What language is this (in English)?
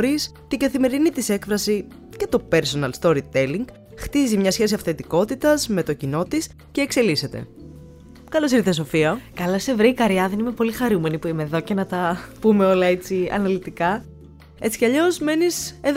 Greek